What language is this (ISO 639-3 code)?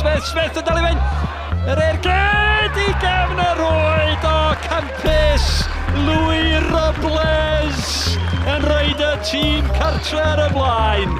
cym